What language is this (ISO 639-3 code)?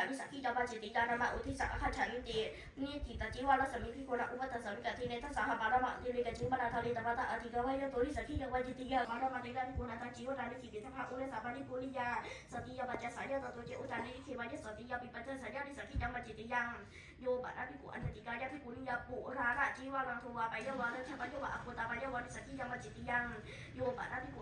pli